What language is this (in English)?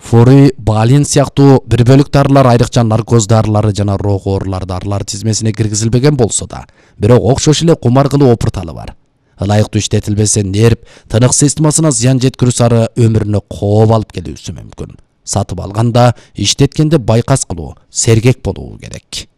Kyrgyz